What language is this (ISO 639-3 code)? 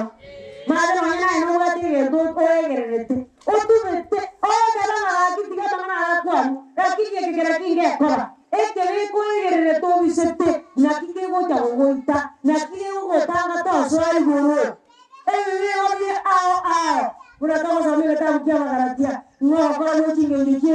guz